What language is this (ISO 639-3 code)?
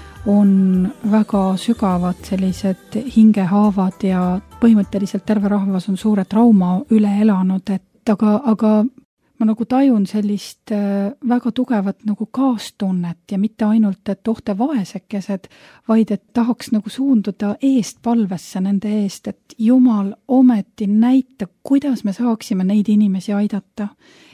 est